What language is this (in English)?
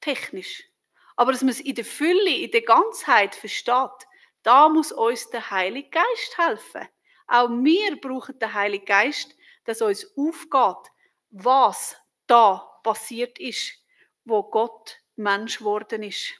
Swiss German